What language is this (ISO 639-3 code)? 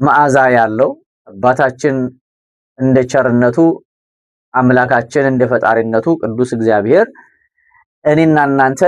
amh